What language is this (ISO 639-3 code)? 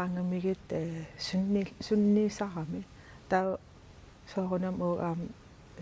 kal